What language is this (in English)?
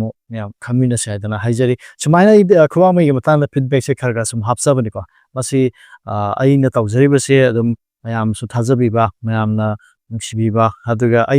Manipuri